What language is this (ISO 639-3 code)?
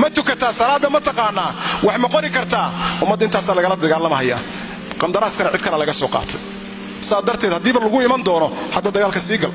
som